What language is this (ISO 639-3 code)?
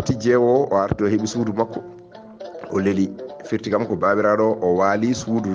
ful